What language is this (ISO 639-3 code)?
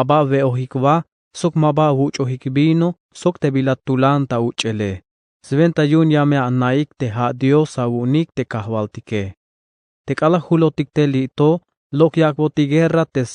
tzh